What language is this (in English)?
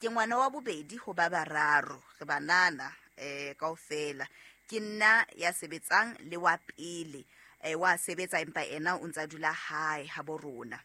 Southern Sotho